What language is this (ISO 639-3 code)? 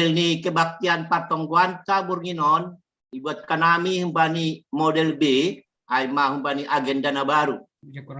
bts